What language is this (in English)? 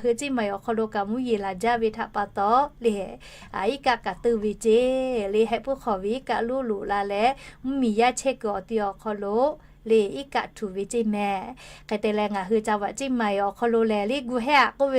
Lahu